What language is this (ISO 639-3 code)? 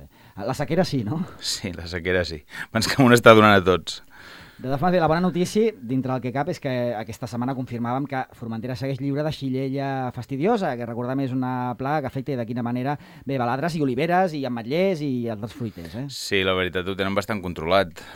cat